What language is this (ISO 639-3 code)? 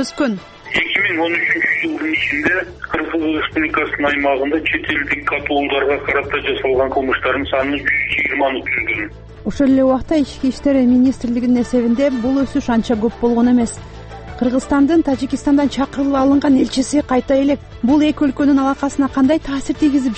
kir